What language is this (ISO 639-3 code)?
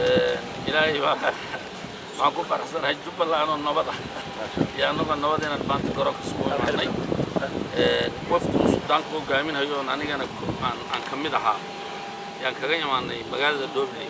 som